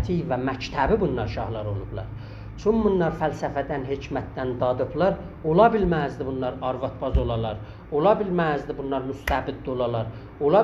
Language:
South Azerbaijani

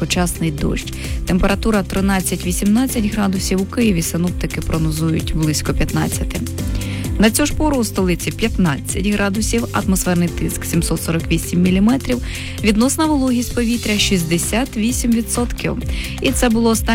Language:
Ukrainian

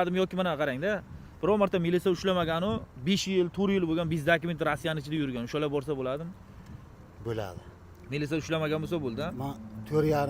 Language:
Uzbek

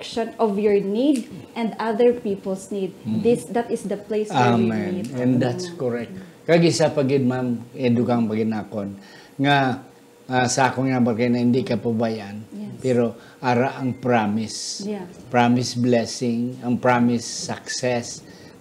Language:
Hiligaynon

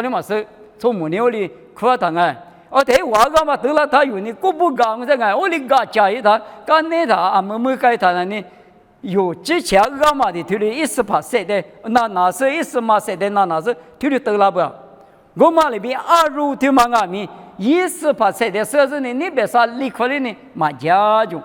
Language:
Lisu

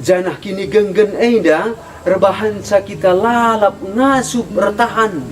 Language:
Batak Karo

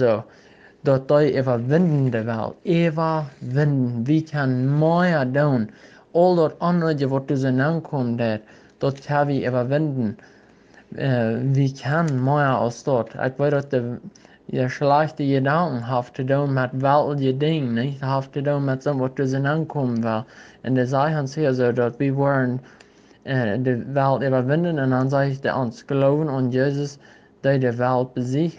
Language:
Plautdietsch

